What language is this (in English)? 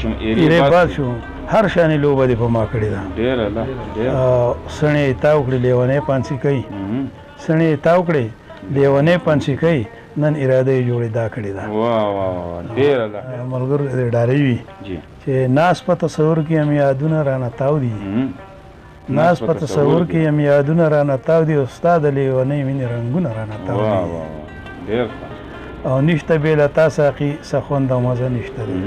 Pashto